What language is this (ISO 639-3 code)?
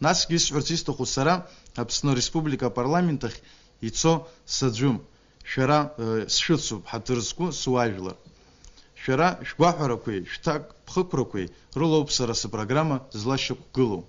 abk